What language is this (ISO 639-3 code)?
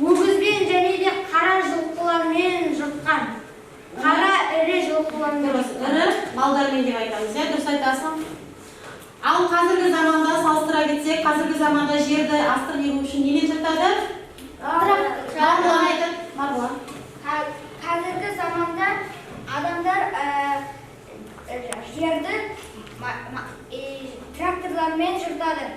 kaz